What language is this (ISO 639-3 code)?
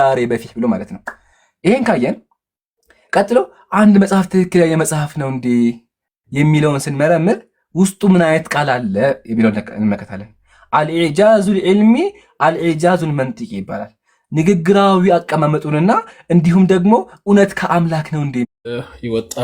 amh